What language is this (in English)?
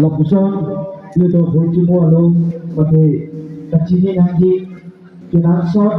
Karbi